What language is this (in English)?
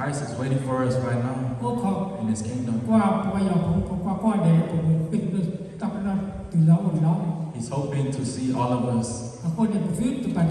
S'gaw Karen